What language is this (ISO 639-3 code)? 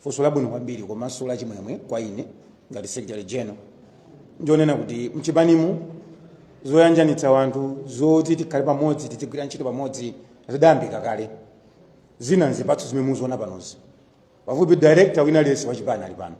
nya